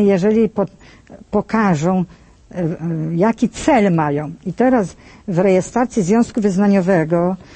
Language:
Polish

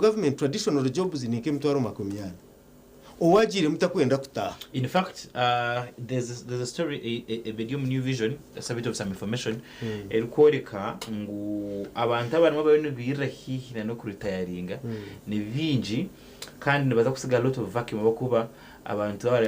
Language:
Nyankole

